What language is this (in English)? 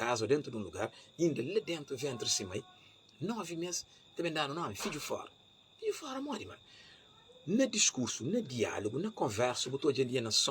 Kabuverdianu